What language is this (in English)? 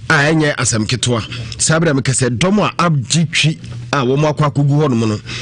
Akan